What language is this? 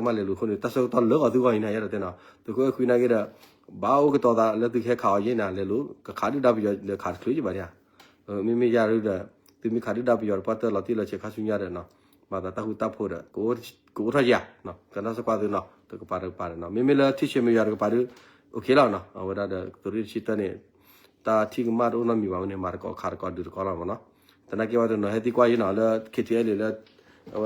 S'gaw Karen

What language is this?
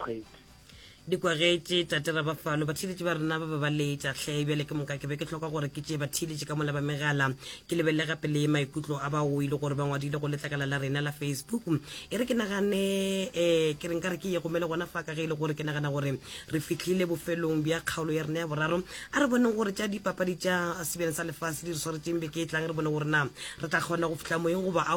Northern Sotho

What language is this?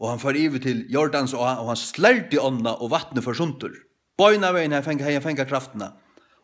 Faroese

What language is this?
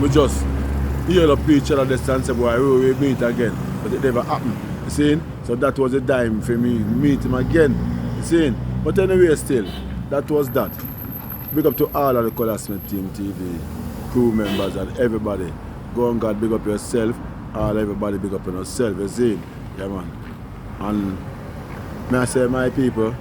Jamaican Creole English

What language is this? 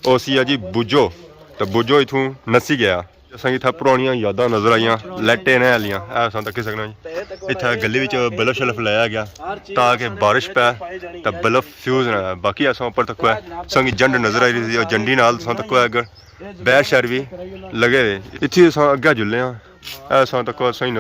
Pahari-Potwari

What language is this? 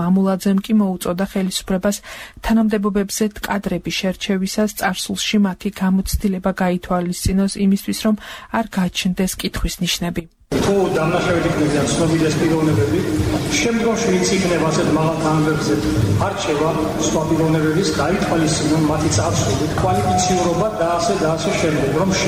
Georgian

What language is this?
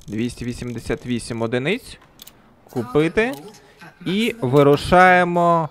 Ukrainian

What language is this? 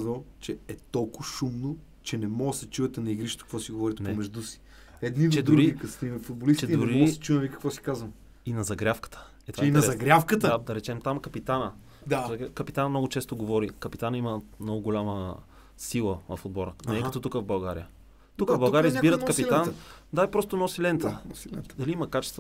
Bulgarian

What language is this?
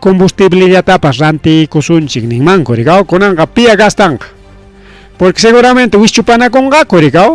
Ayacucho Quechua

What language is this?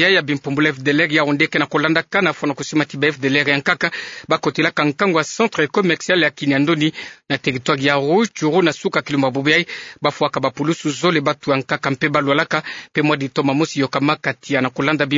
Kituba (Democratic Republic of Congo)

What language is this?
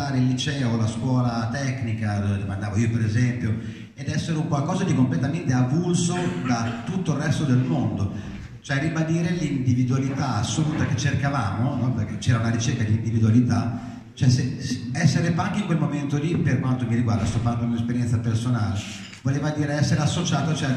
Italian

